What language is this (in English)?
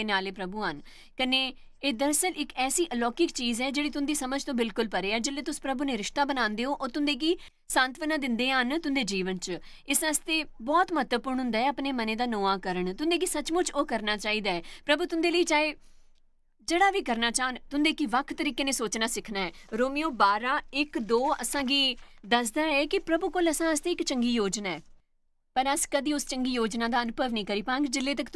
Dogri